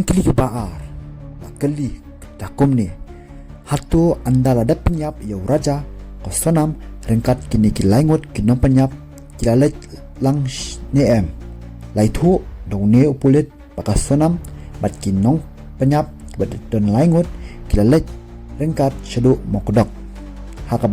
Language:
Khasi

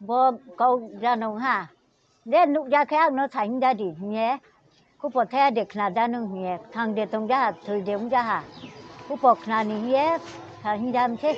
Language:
Riang (India)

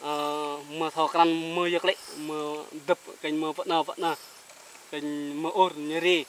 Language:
Achinese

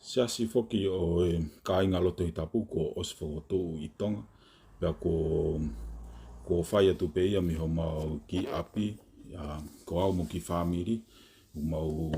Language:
Tongan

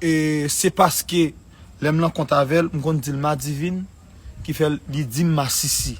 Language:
Haitian Creole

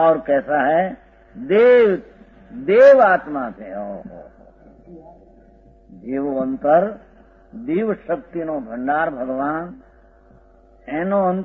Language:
Gujarati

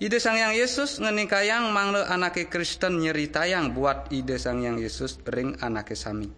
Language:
Balinese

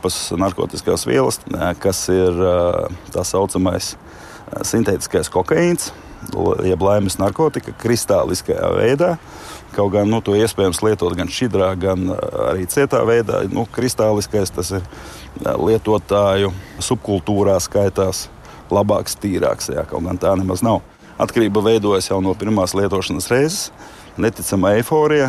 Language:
Latvian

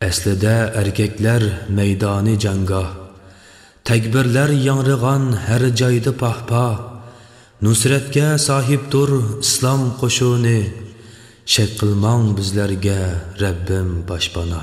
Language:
Uyghur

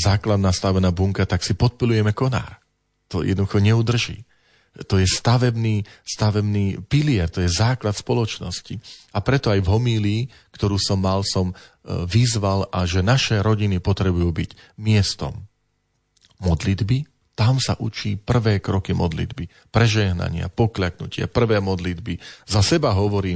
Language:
Slovak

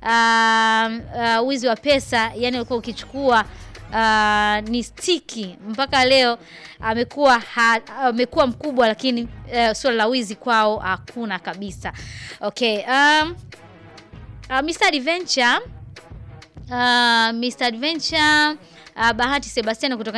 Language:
Swahili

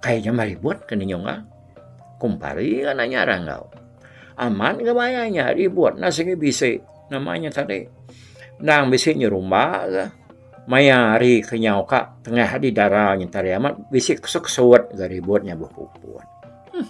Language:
Iban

